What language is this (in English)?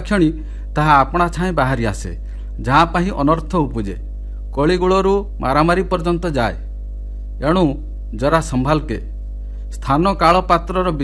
Odia